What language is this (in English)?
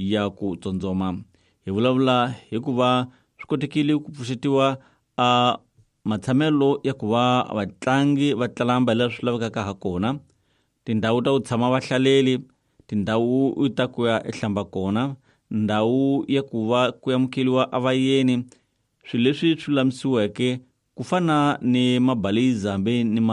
Tsonga